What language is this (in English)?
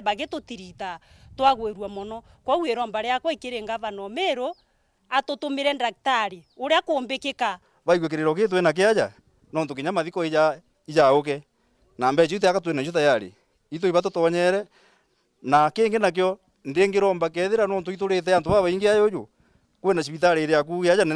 Meru